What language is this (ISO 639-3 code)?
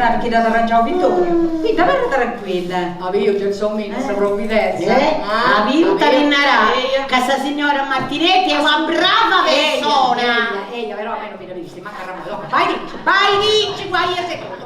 srd